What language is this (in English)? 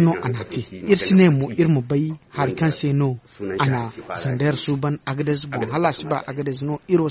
Zarma